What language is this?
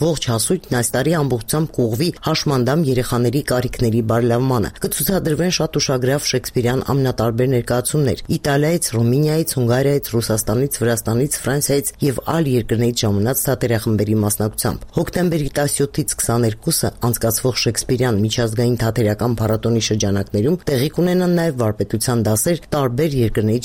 Armenian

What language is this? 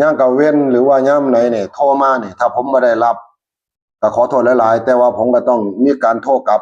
Northeastern Thai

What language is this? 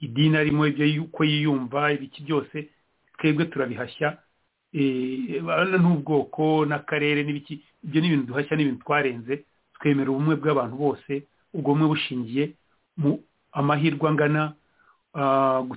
Kinyarwanda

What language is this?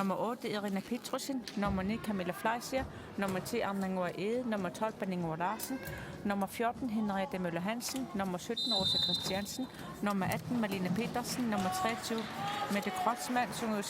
Kalaallisut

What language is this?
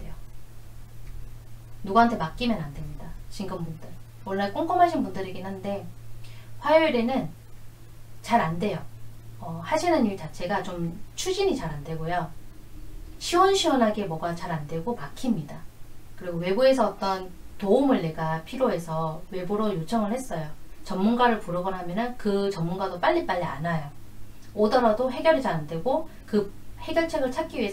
Korean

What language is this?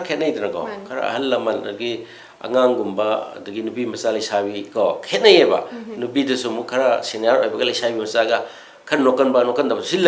Manipuri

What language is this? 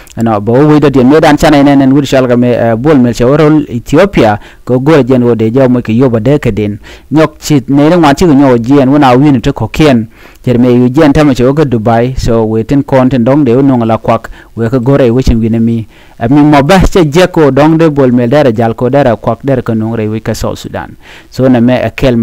Nuer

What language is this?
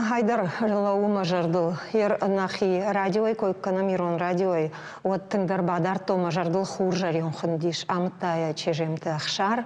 Ossetic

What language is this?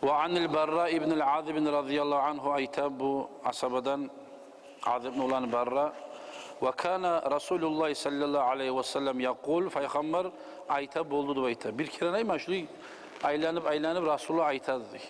Kumyk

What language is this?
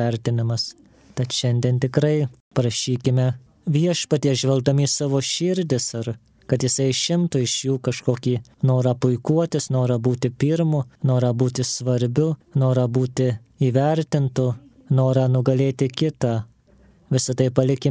Lithuanian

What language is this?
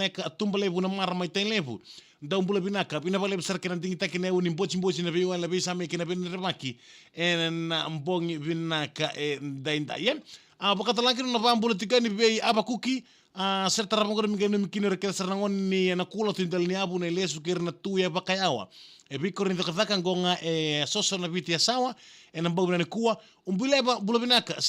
Fijian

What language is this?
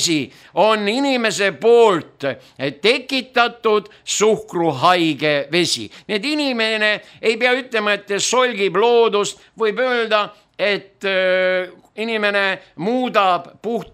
Estonian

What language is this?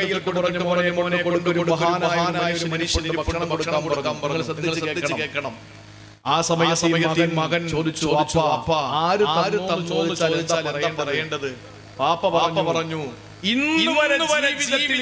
Malayalam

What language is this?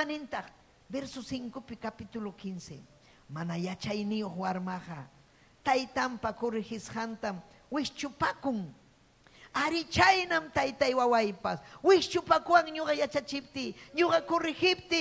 Ayacucho Quechua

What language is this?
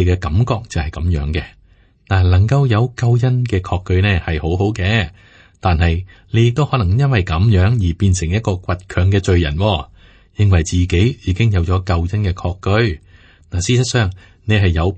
Cantonese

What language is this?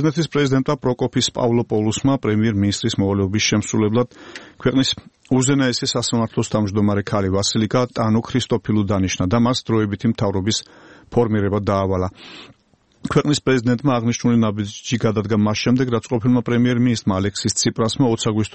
Georgian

